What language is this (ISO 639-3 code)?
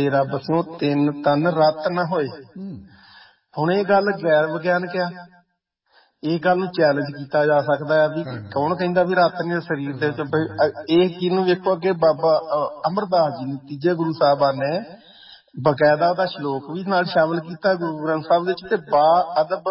pan